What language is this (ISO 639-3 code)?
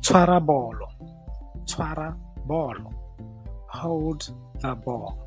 tsn